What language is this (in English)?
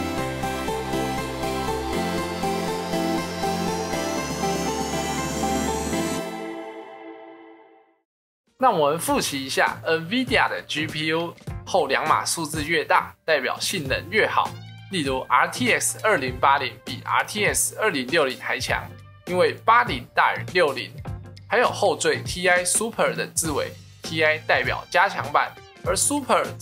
Chinese